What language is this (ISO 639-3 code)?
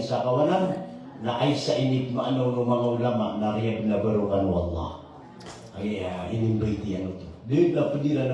mrw